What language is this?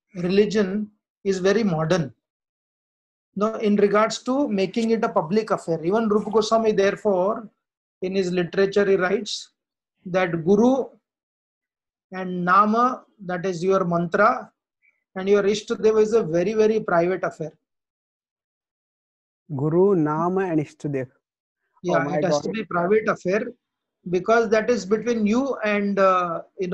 English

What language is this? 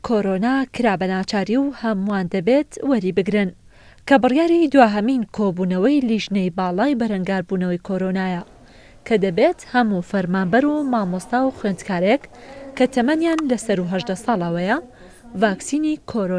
Central Kurdish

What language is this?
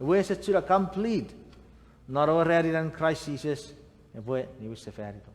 Chuukese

